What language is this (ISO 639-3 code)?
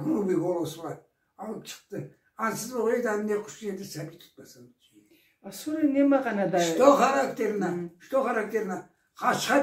krc